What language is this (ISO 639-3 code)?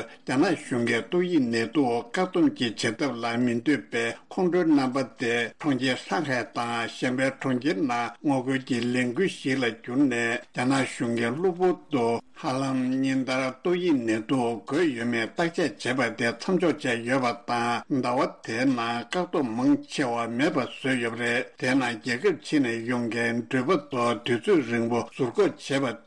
bod